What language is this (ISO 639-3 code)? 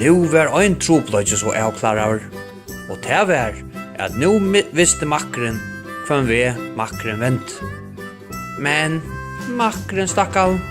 fao